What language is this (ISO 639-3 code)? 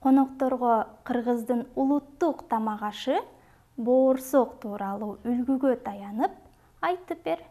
kir